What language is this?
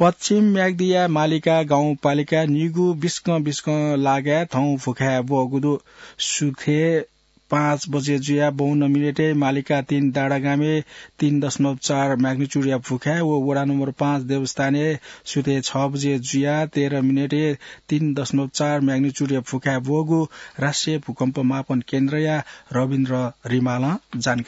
Newari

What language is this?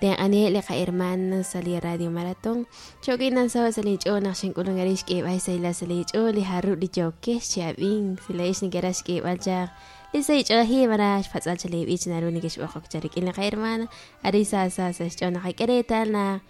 Kekchí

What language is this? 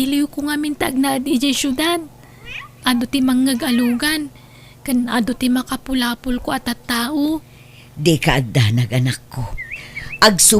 Iloko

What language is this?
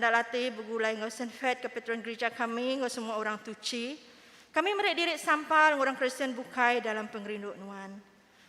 Iban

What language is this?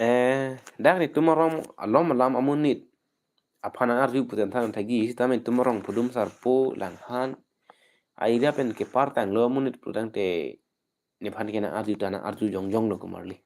Karbi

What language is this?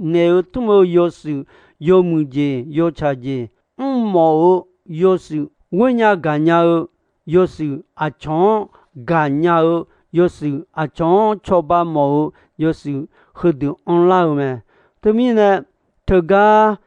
Akha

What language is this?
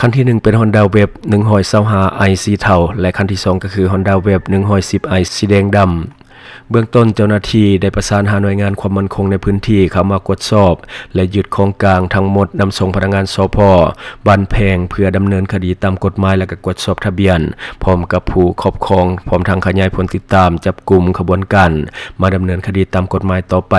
Lao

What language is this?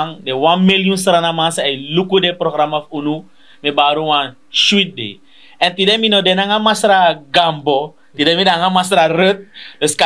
Sranan Tongo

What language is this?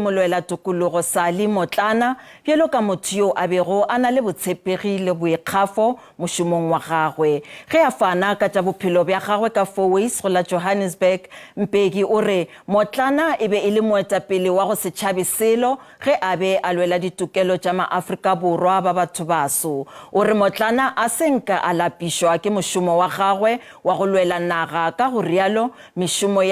Northern Sotho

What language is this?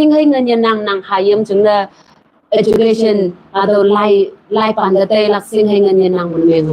Konyak Naga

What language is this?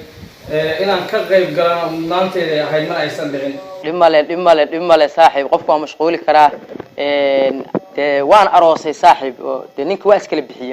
Somali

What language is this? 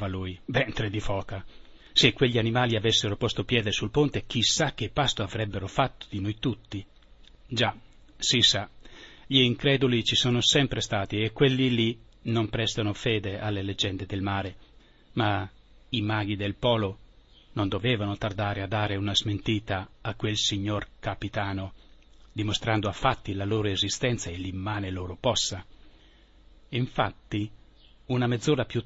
Italian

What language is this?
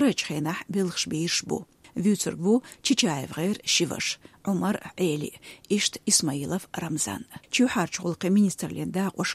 Chechen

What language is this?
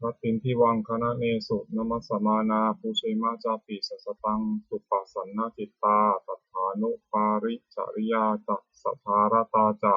Pali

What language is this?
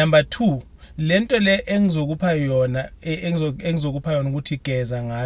Zulu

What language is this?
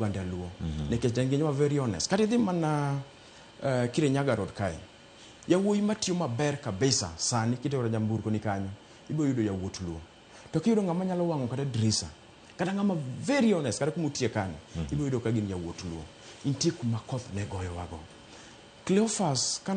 Luo (Kenya and Tanzania)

